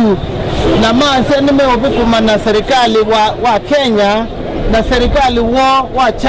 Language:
Kamba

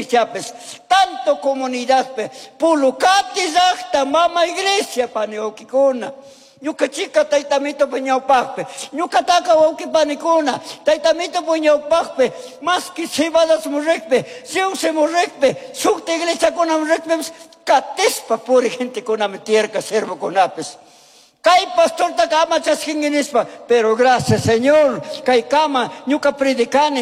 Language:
Chimborazo Highland Quichua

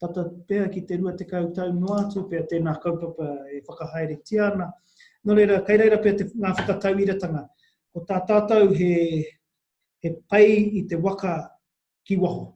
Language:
Māori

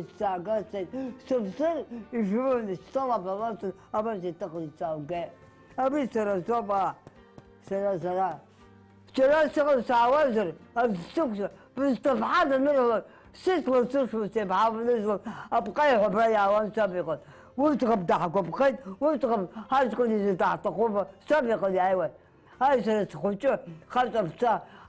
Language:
Abkhazian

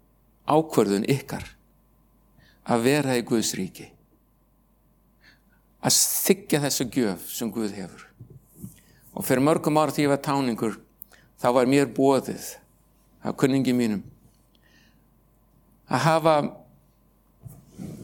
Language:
Icelandic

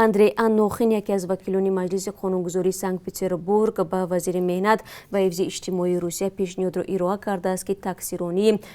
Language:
Tajik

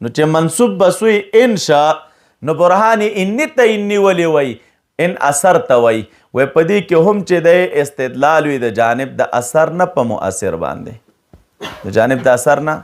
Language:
Pashto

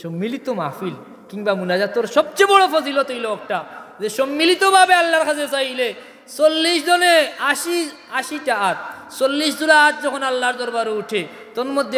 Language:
Sylheti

